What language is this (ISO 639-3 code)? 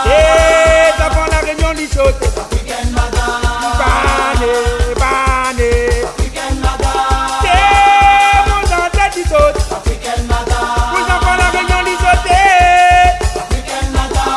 rcf